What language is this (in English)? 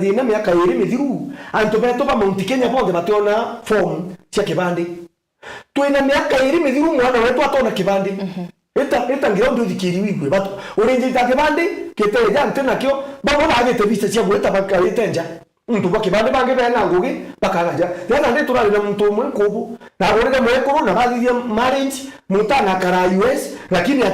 Meru